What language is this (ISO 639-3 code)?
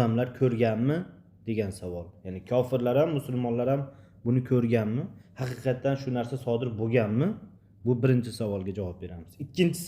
uzb